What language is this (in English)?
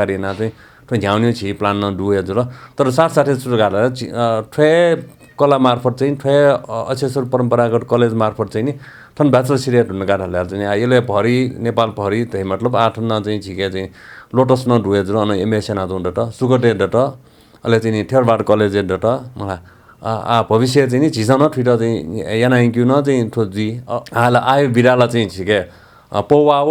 Newari